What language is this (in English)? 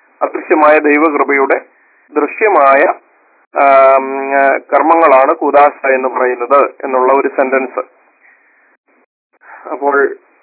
Malayalam